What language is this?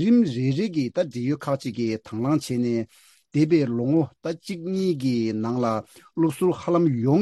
Tibetan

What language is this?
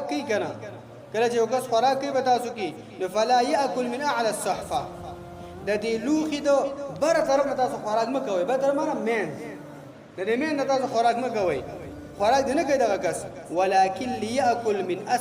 Pashto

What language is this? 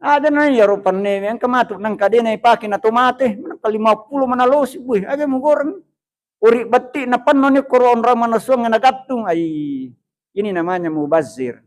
Buginese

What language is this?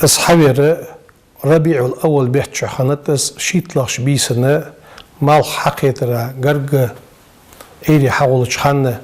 Ingush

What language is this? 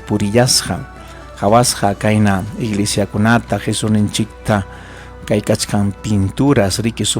Ayacucho Quechua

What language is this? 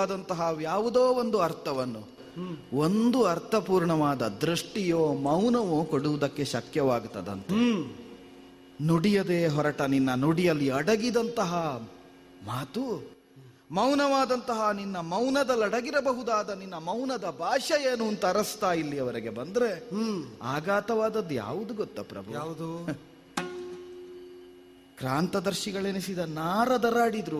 Kannada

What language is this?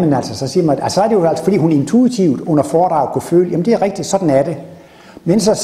Danish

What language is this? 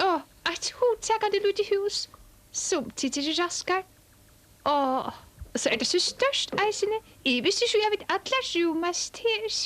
Faroese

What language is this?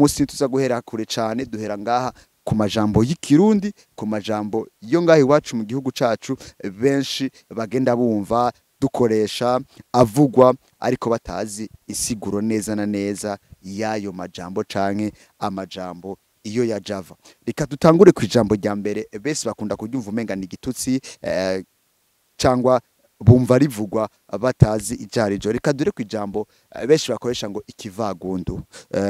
Rundi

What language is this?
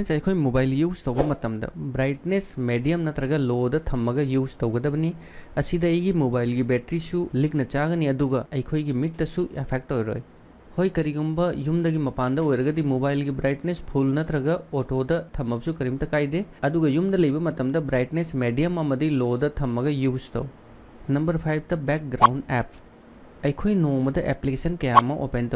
Manipuri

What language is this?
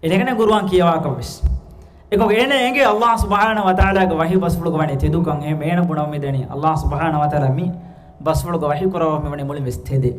Divehi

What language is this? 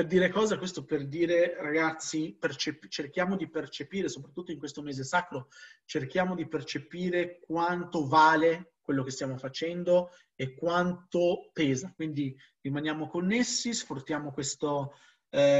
Italian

